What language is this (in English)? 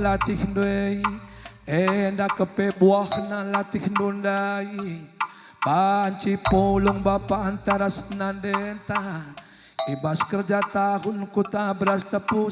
Batak Karo